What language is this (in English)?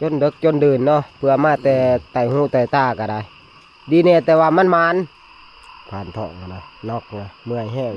Northeastern Thai